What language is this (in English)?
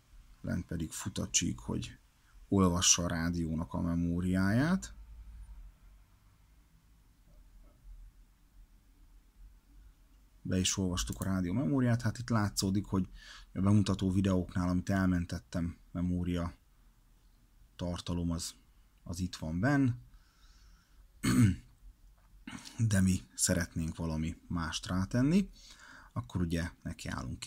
Hungarian